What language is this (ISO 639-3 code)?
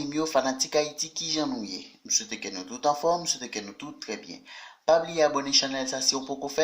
hat